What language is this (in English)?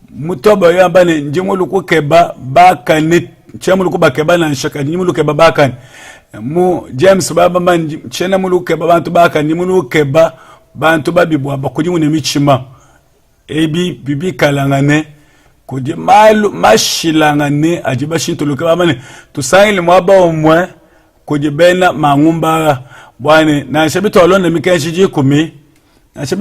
Luba-Lulua